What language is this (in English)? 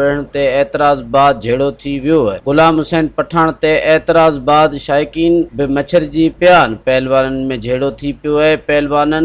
Sindhi